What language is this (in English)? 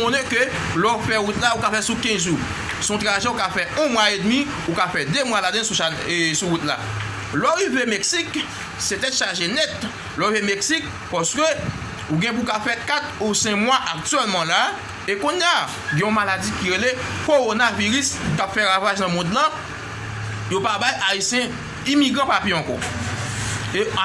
Haitian Creole